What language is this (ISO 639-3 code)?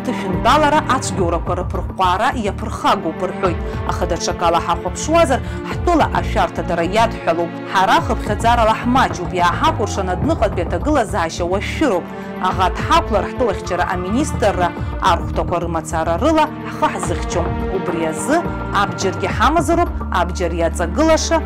abk